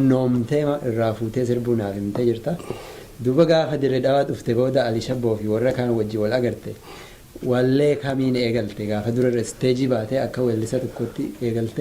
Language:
Oromo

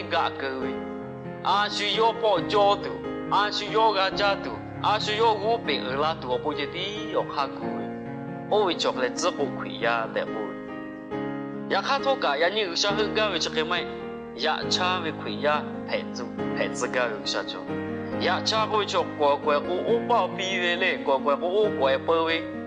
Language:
Lahu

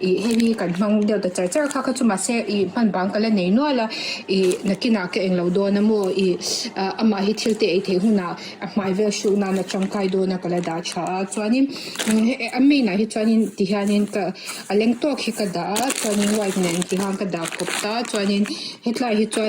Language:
Mizo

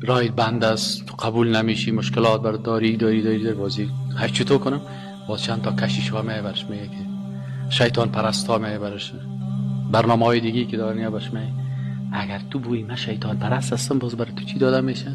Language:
Persian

